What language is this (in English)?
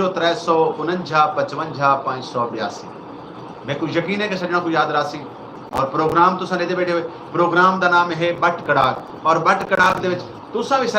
Saraiki